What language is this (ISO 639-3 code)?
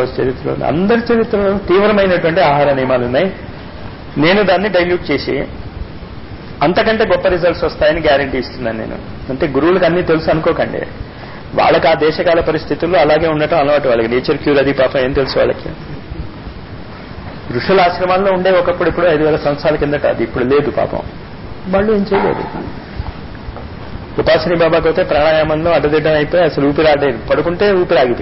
tel